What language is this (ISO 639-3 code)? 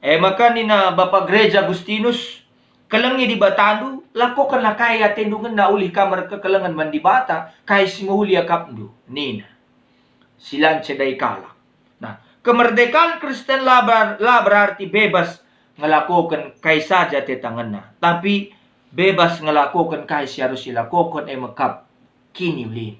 btx